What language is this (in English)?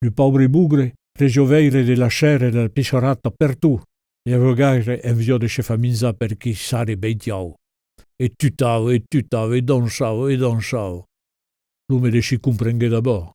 Occitan